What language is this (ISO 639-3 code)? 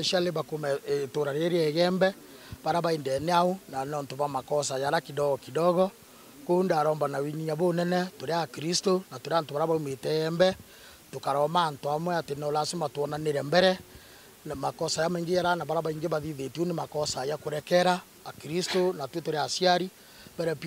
mer